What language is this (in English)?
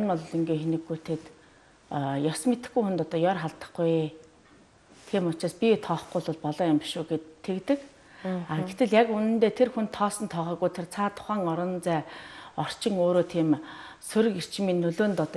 Mongolian